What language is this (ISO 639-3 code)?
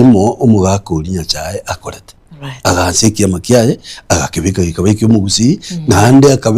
guz